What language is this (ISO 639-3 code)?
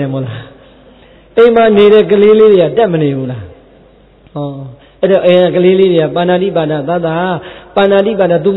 mya